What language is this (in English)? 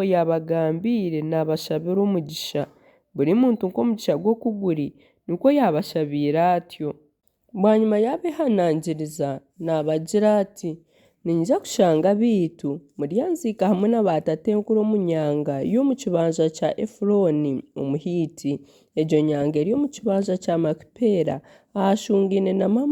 Nyankole